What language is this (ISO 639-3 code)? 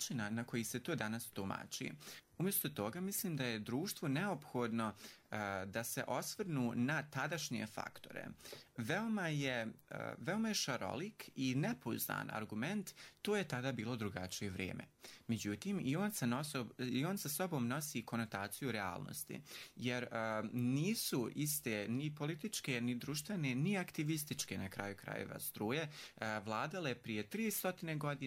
hrv